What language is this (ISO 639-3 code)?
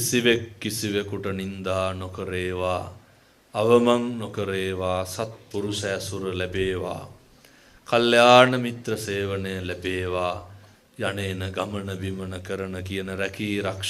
sin